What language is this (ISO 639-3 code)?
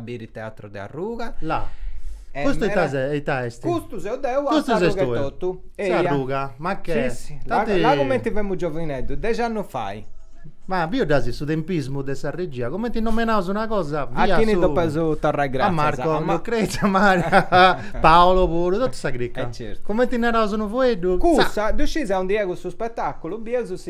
srd